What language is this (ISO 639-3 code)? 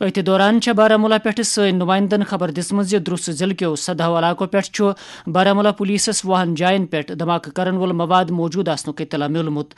kas